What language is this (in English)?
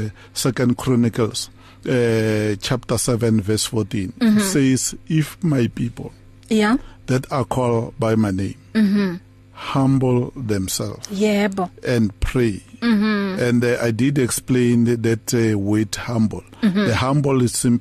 English